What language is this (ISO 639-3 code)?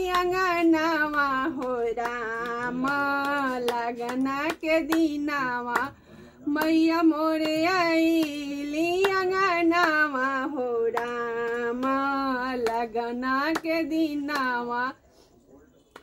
bho